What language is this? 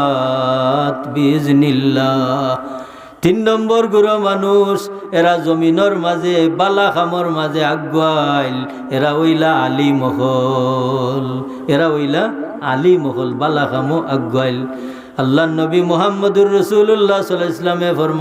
Sylheti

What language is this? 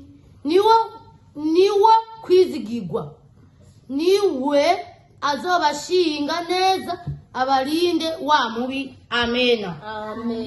Rundi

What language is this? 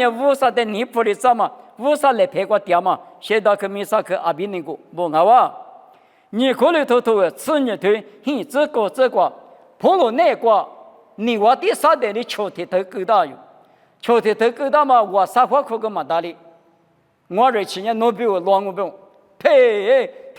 Lisu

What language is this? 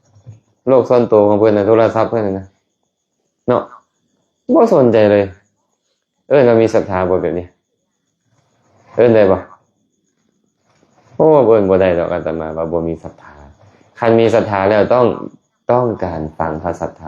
Lao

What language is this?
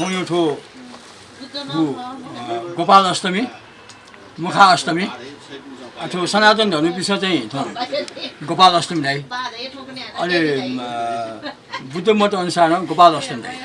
Newari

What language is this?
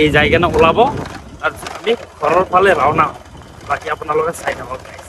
Assamese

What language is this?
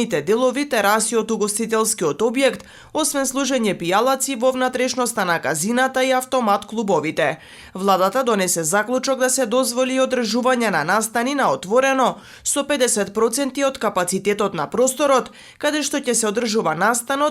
Macedonian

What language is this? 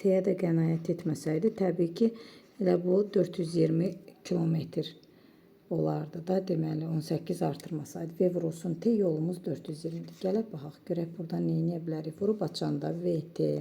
Azerbaijani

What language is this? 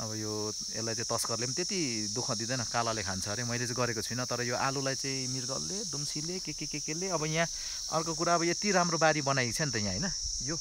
Nepali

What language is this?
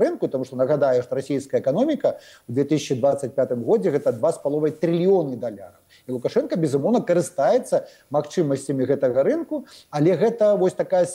Belarusian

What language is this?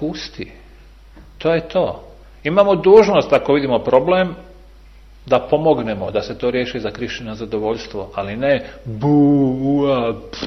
Bosnian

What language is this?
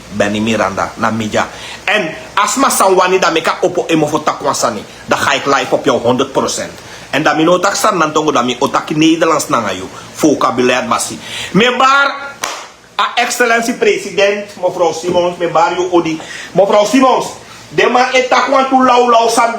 Sranan Tongo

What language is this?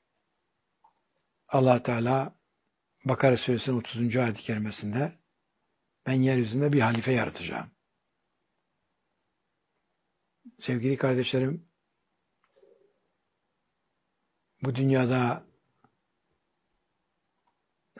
Turkish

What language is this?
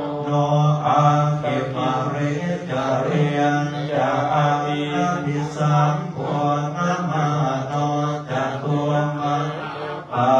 Pali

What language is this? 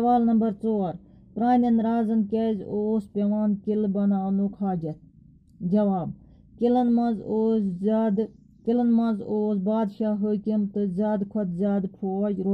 Kashmiri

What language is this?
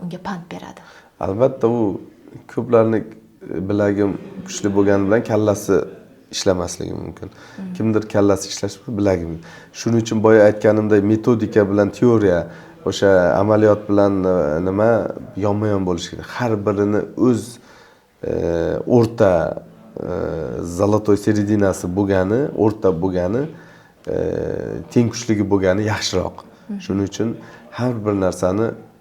Uzbek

